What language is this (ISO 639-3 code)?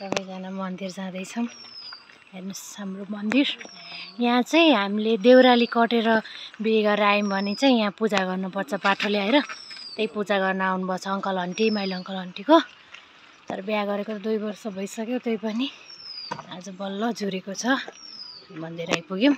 nep